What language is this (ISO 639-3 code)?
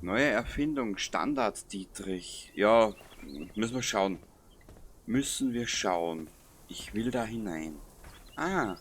bar